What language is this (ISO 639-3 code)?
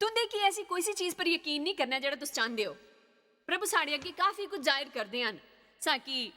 doi